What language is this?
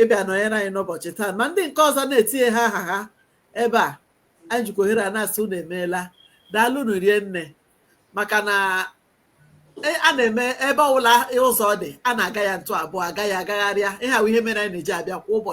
Igbo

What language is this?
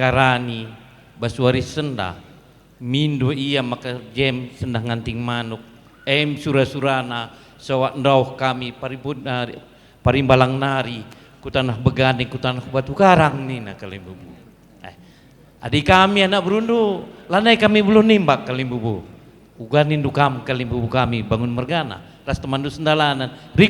Batak Karo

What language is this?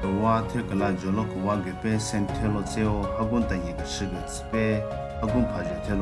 Southern Rengma Naga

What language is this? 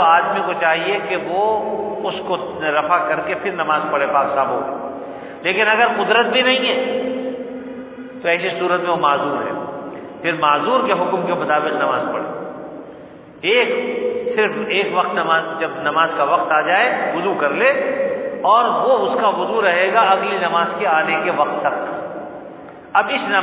Urdu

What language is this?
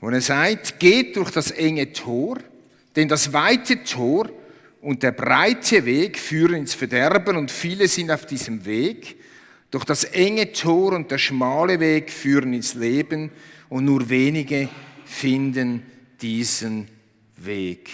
Swiss German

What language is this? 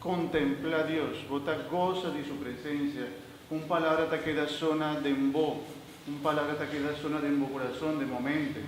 Papiamento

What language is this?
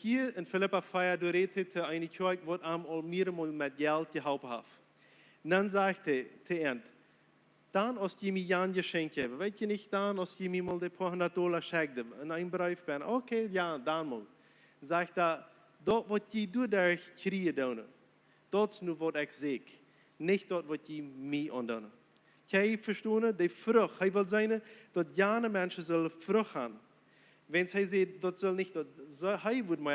Plautdietsch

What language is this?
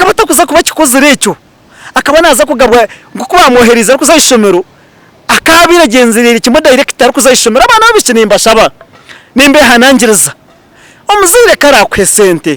Nyankole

